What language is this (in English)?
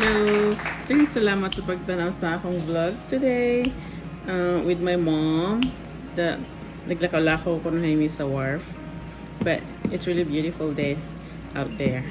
Cebuano